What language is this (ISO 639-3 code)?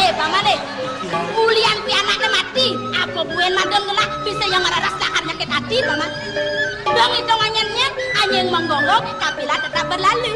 ban